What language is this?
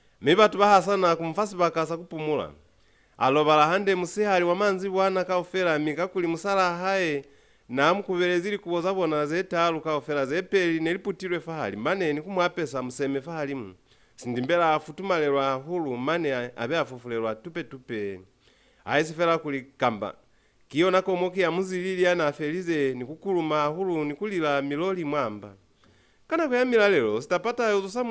Lozi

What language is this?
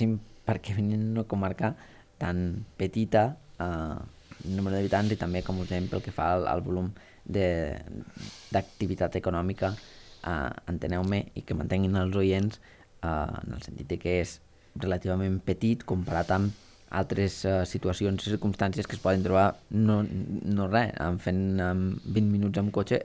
Catalan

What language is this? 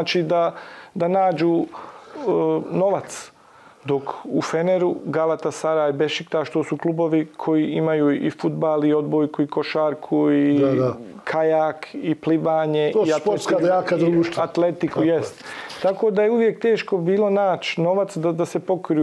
Bosnian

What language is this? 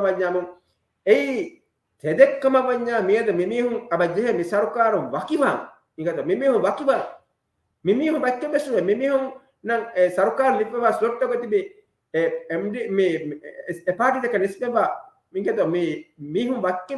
Divehi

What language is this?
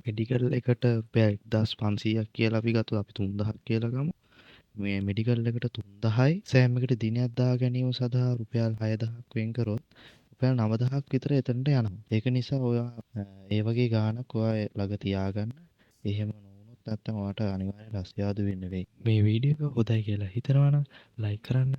Sinhala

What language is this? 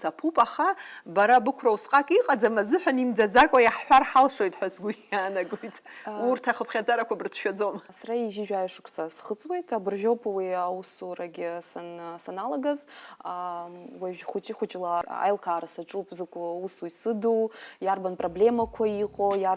Abkhazian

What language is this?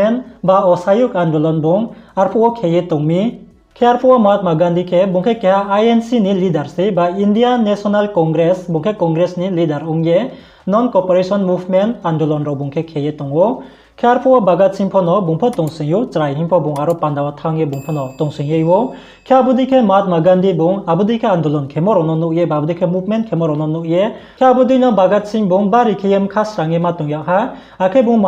Riang (India)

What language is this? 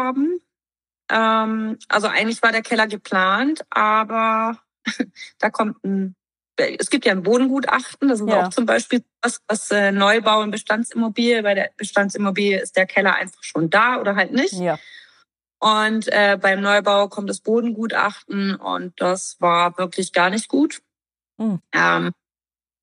German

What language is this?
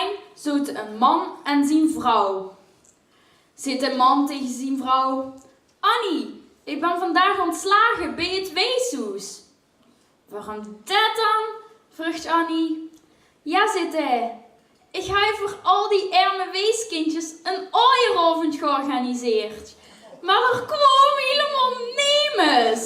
Limburgish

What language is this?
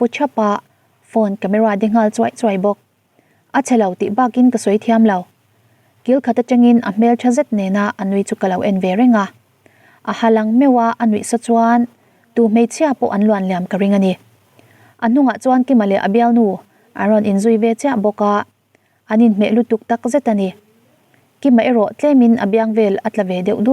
Mizo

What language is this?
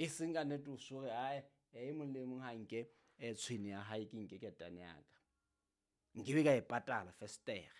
Southern Sotho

